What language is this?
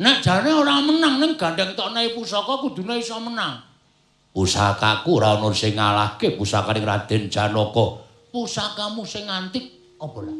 Javanese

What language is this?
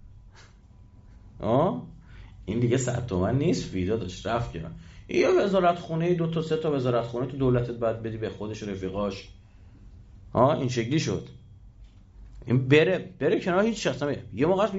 Persian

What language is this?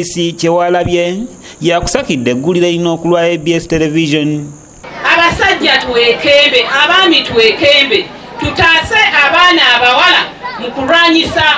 Ganda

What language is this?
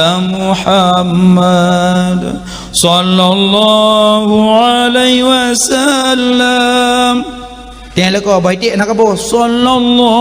Achinese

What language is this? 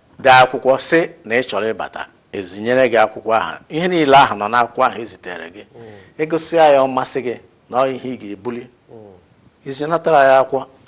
Igbo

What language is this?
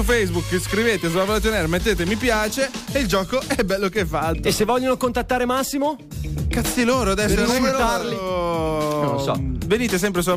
Italian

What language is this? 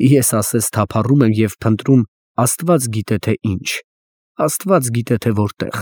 Armenian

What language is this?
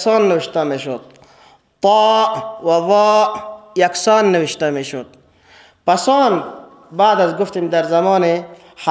Persian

